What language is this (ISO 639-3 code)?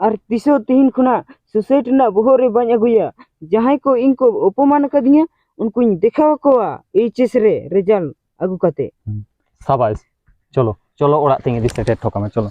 sat